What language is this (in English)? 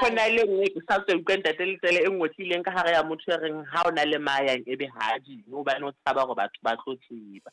Southern Sotho